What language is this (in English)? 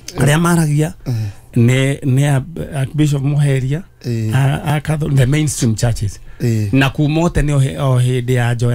Kikuyu